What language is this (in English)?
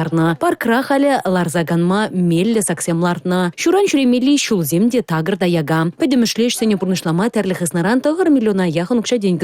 Chuvash